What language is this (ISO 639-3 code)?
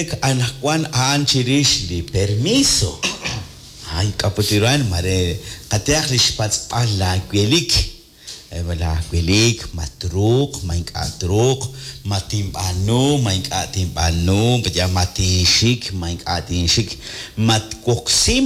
kek